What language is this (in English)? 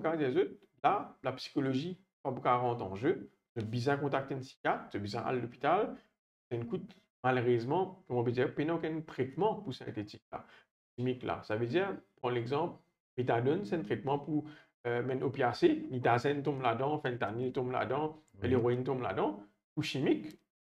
Morisyen